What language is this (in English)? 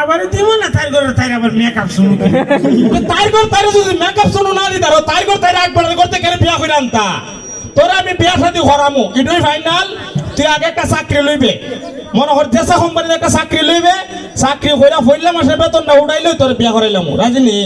Sylheti